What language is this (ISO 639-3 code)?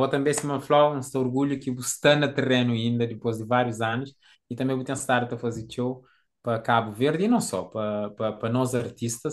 kea